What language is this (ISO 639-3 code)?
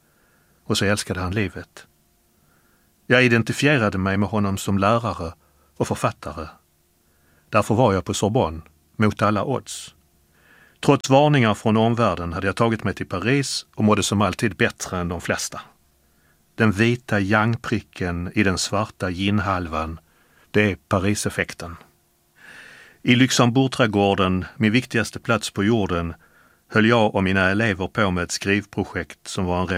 swe